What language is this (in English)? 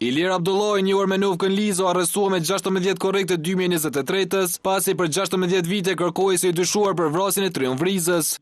Albanian